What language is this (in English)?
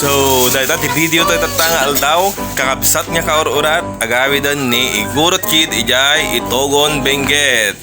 Iloko